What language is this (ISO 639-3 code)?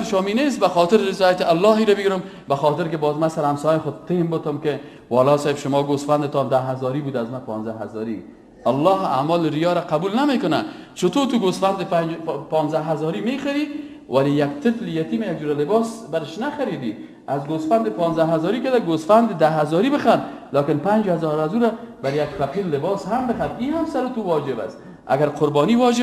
fas